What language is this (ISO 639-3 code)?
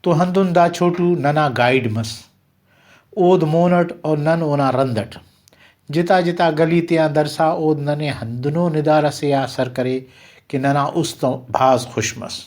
brh